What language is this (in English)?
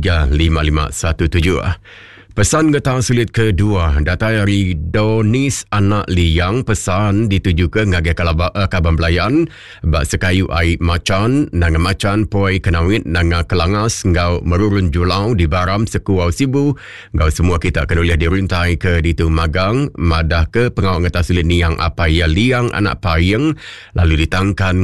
Iban